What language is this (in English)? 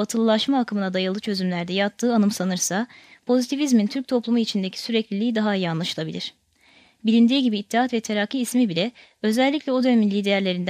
Turkish